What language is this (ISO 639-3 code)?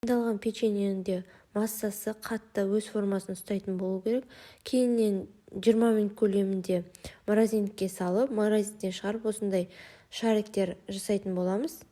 kaz